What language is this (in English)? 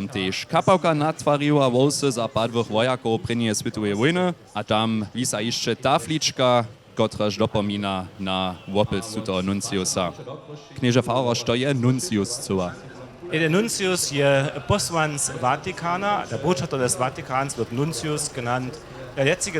Upper Sorbian